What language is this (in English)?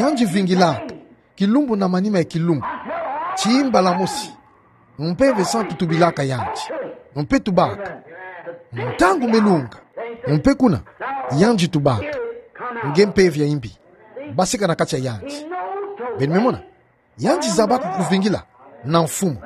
Kituba (Democratic Republic of Congo)